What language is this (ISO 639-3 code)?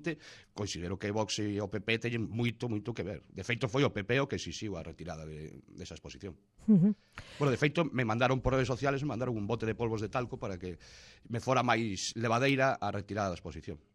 glg